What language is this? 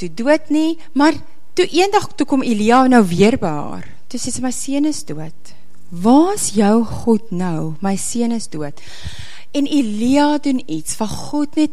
Afrikaans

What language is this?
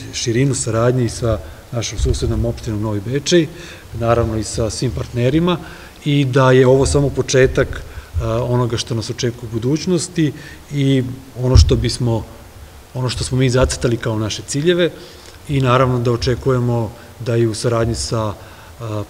Serbian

